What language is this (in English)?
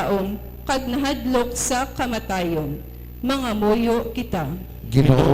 Hiligaynon